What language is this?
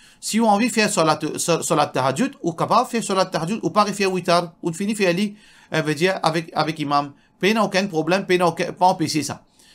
Morisyen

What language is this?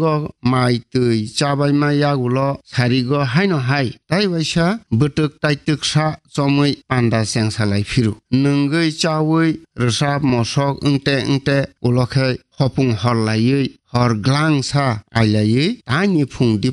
Kok Borok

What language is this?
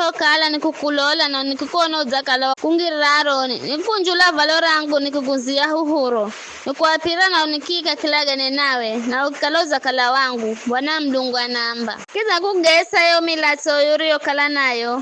Giryama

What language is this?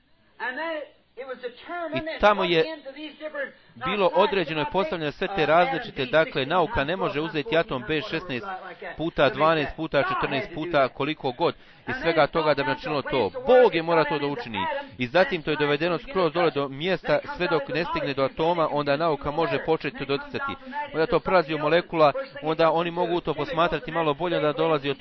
Bosnian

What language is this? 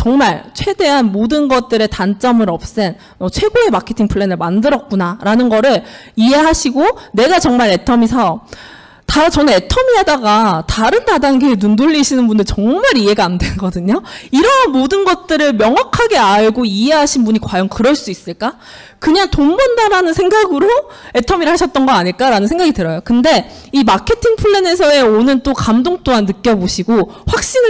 Korean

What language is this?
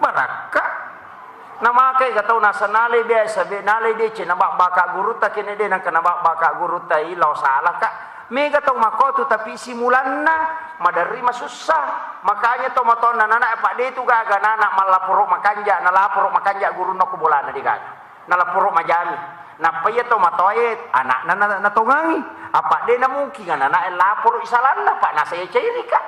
Buginese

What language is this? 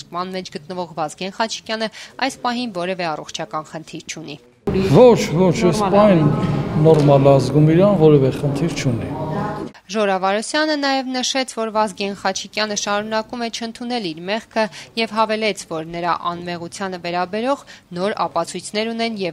Armenian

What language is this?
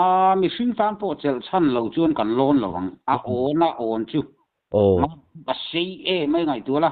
Mizo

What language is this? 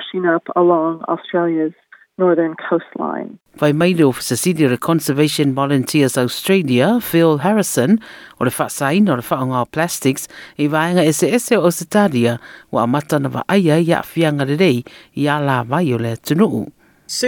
Samoan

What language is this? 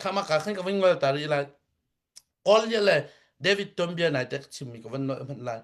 Hakha Chin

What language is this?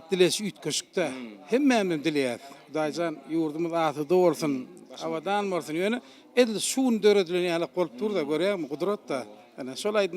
Turkmen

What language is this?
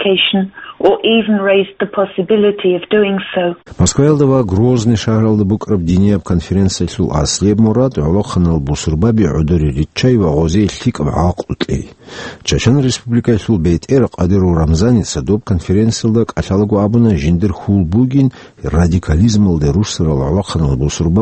Avaric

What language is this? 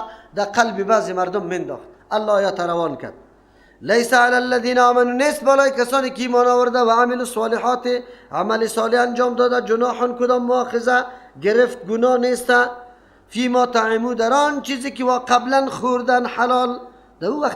Persian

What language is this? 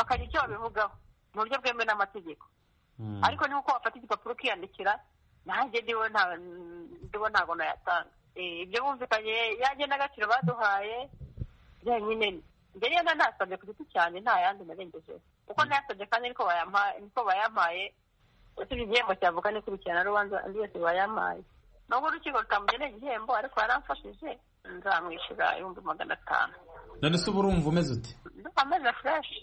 Kinyarwanda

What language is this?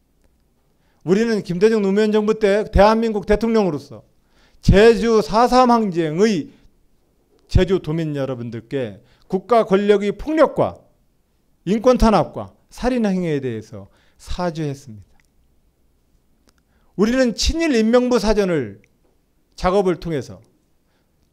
Korean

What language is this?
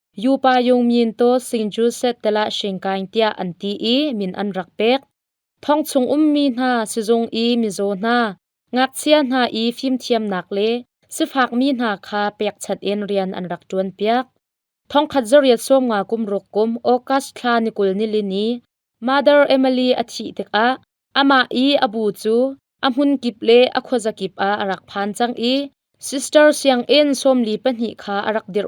Hakha Chin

